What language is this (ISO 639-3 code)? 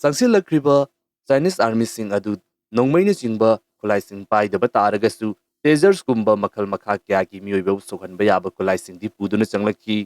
mni